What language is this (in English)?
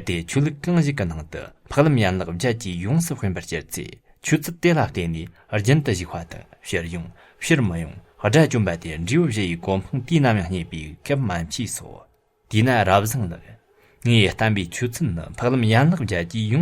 Tibetan